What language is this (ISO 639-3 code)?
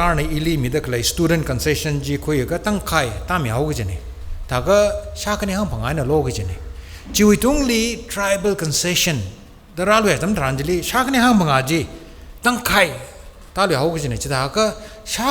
nmf